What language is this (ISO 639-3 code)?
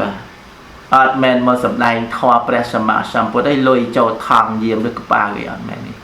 khm